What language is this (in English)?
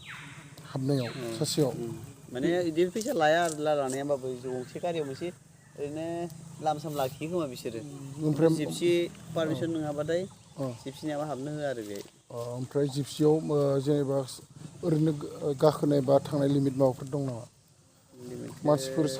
Bodo